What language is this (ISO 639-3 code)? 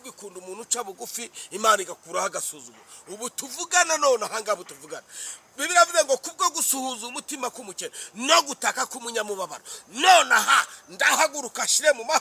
kin